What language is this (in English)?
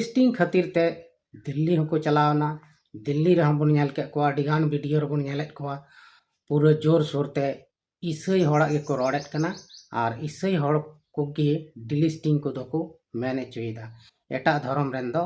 Santali